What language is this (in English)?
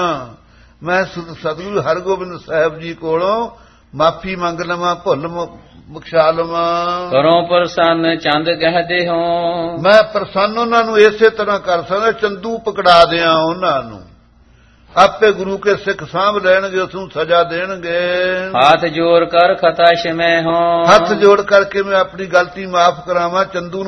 Punjabi